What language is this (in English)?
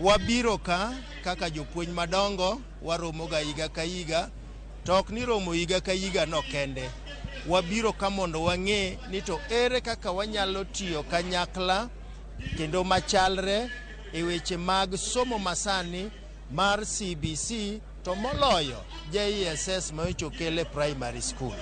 Luo (Kenya and Tanzania)